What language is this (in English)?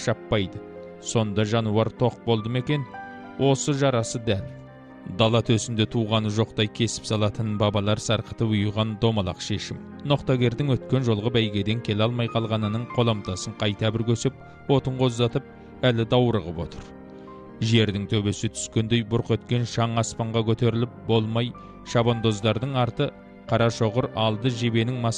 Kazakh